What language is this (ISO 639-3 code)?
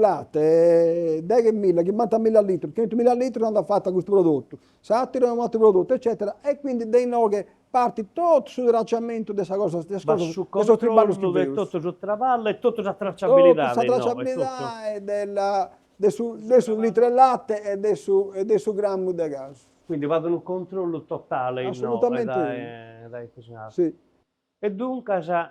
srd